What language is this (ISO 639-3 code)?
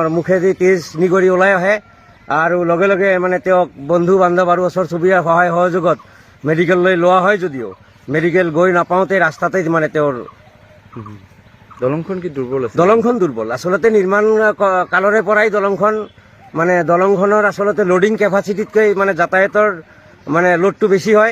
asm